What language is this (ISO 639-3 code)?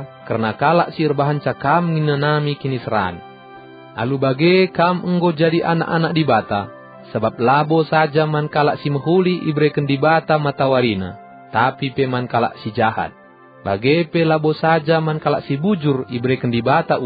btx